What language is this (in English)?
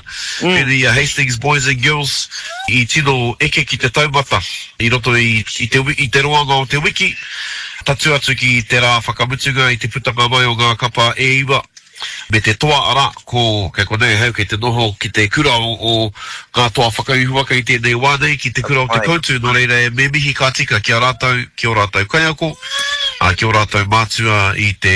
Māori